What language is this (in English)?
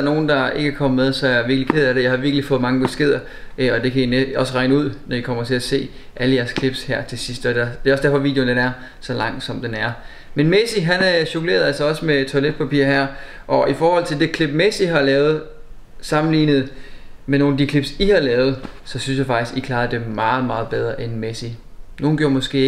Danish